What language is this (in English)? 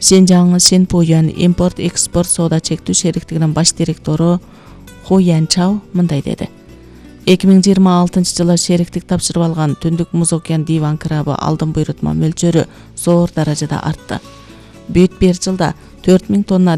Kyrgyz